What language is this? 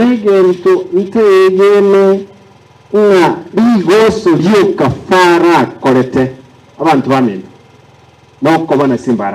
Gusii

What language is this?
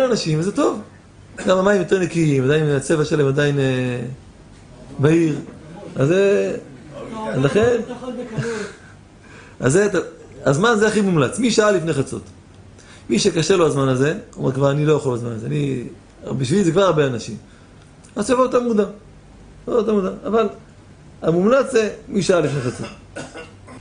Hebrew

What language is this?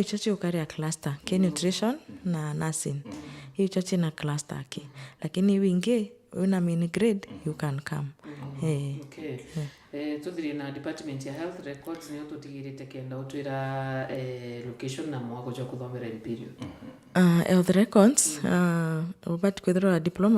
Meru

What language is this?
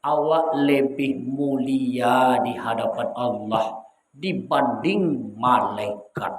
Minangkabau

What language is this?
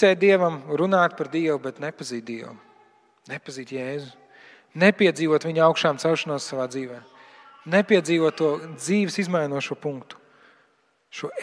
Latvian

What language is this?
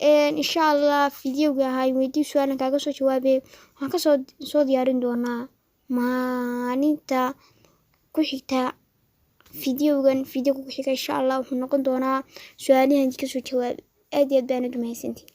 Somali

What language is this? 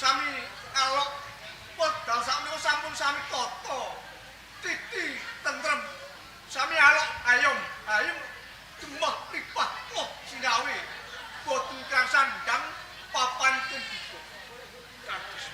Javanese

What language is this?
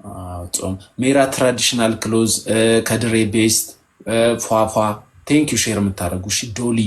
Amharic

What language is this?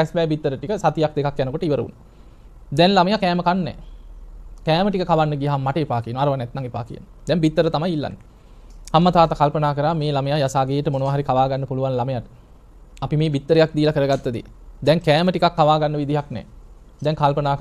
Sinhala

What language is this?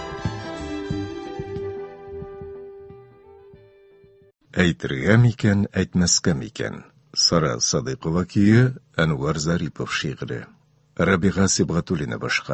Tatar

